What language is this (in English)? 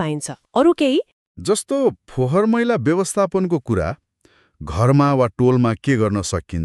Nepali